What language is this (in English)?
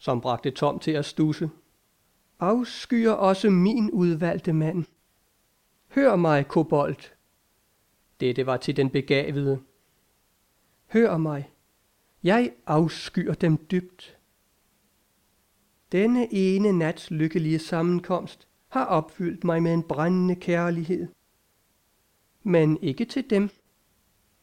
Danish